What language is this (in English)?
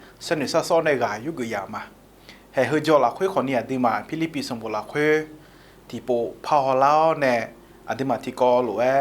Akha